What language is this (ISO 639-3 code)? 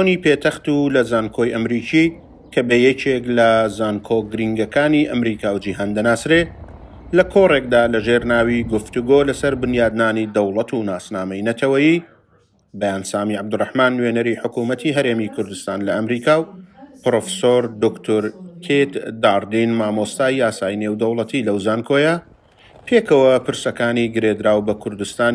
ckb